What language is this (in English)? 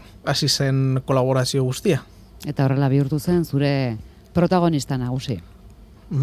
Basque